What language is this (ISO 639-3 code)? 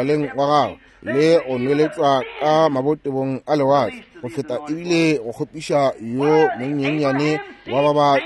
nso